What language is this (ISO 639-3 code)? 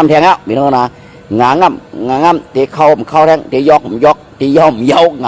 shn